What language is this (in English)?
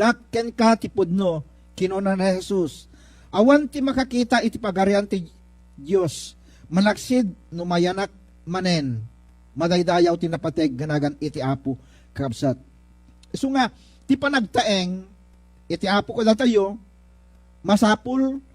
Iloko